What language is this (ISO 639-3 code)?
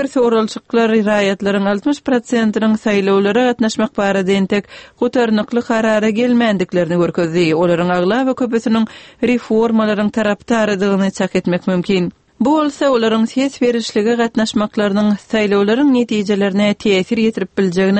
tuk